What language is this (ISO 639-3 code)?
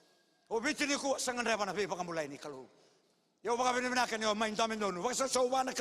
fij